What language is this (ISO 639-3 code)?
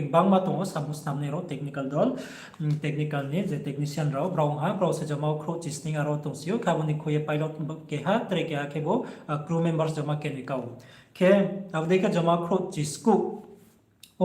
ria